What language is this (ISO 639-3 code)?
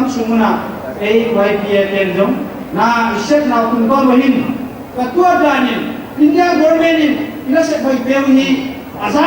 pck